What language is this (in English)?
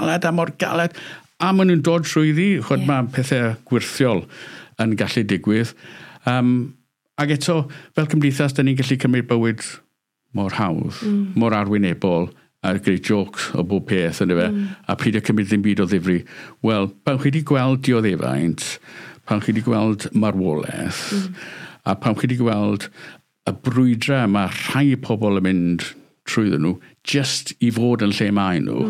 Welsh